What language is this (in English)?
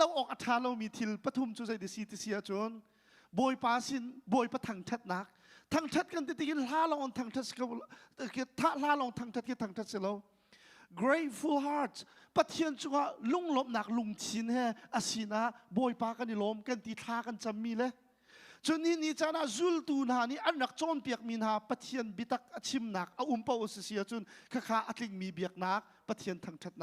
Hakha Chin